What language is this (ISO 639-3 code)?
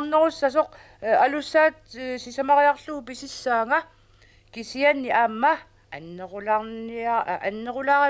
kal